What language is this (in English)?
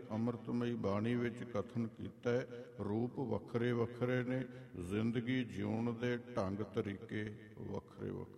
Punjabi